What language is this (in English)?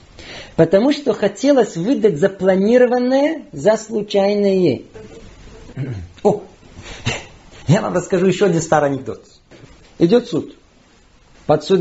Russian